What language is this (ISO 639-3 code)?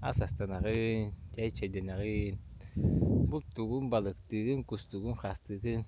sah